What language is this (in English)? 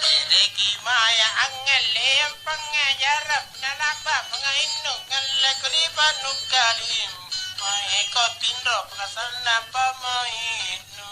Makasar